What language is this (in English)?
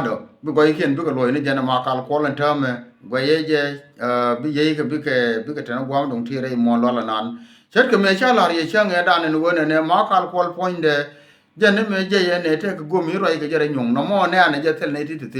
Nuer